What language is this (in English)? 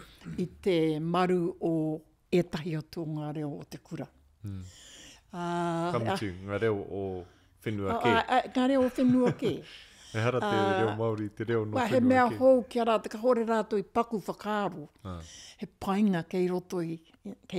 Māori